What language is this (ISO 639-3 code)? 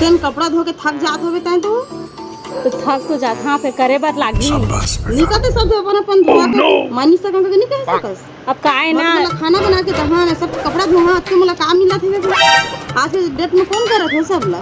hne